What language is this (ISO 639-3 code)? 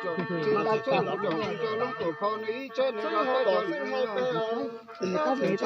hmn